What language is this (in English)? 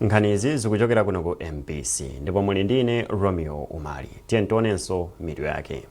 Nyanja